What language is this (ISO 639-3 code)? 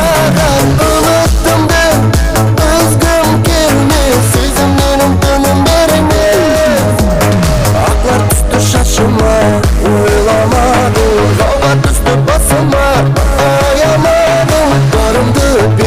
kaa